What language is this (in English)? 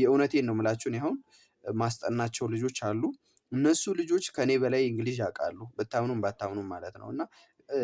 Amharic